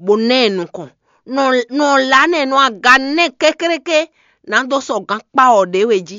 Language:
Fon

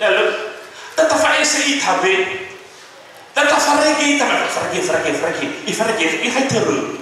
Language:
Nias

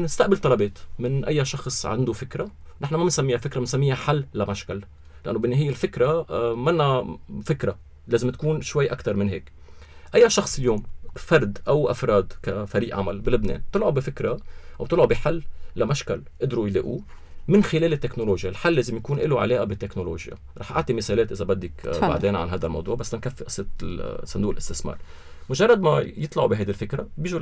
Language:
North Levantine Arabic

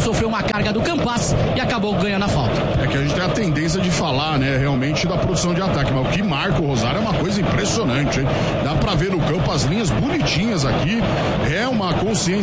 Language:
Portuguese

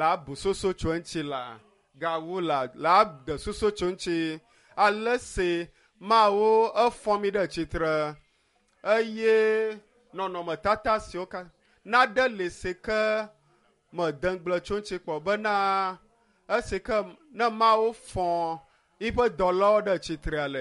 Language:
Ewe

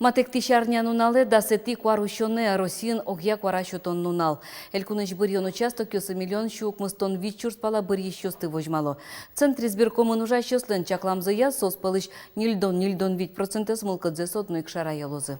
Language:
Udmurt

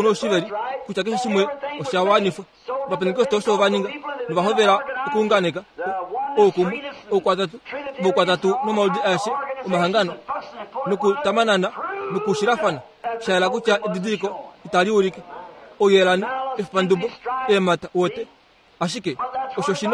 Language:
Kuanyama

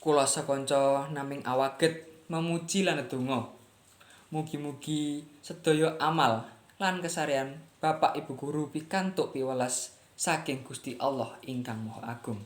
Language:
Javanese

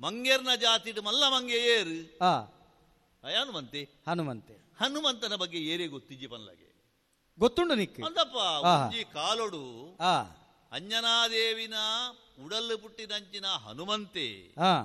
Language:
Tulu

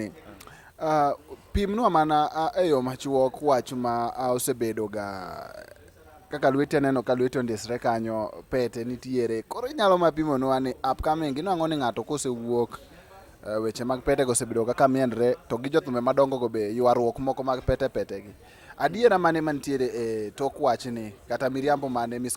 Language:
Luo (Kenya and Tanzania)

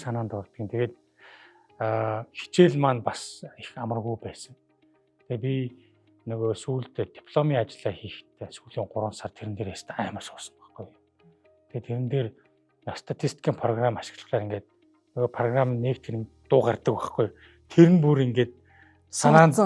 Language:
Mongolian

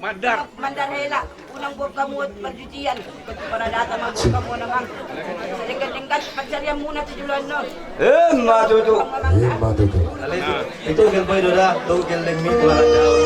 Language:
Batak Toba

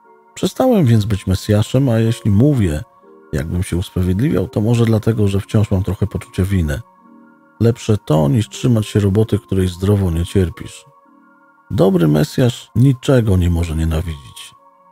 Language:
Polish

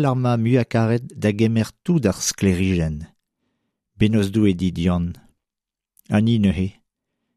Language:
Breton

